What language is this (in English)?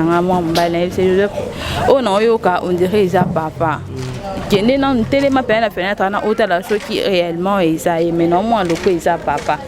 Lingala